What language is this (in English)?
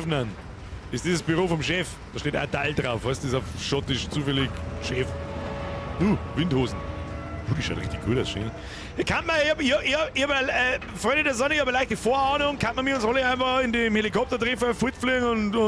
Bavarian